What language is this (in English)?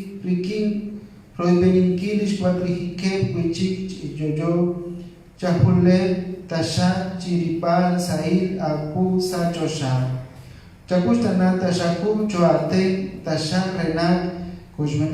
Kekchí